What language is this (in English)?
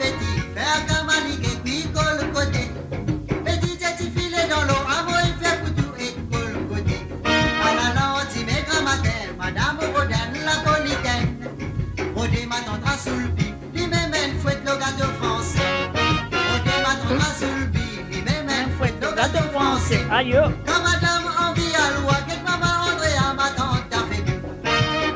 Morisyen